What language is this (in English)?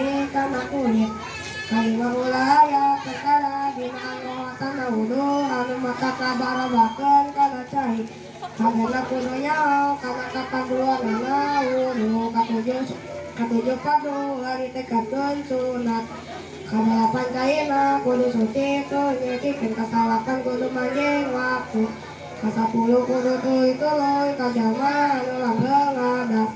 Sundanese